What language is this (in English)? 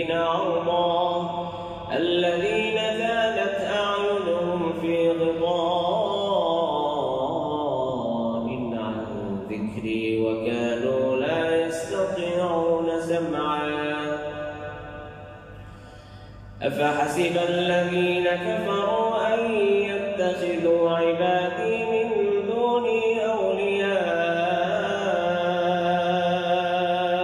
Arabic